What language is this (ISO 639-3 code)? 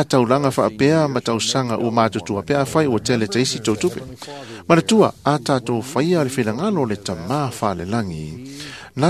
smo